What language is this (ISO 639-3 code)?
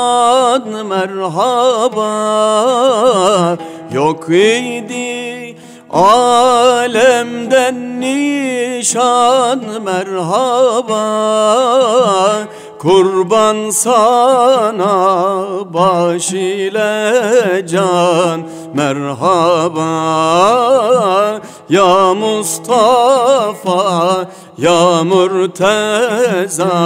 tur